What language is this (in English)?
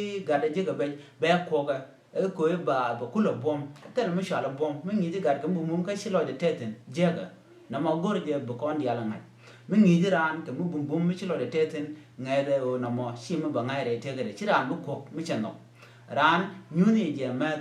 Nuer